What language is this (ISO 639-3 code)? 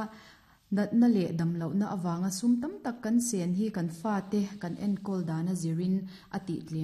lus